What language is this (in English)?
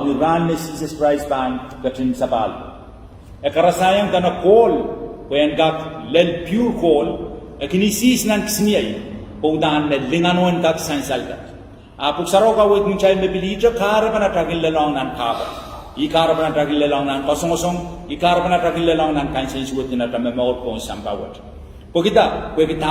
Pohnpeian